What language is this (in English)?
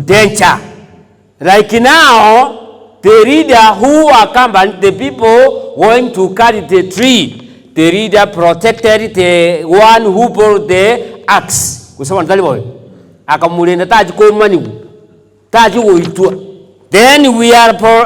Gusii